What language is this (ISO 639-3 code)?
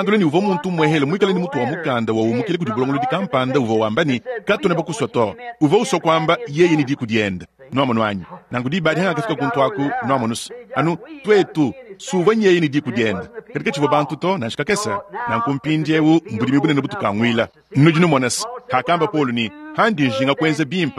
lua